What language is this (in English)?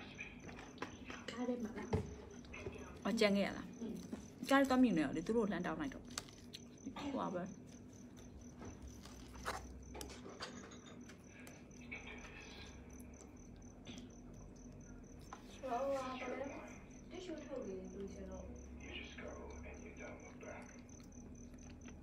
Burmese